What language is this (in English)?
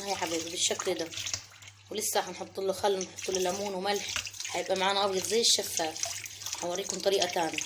Egyptian Arabic